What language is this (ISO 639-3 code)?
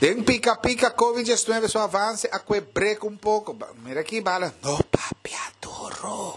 pap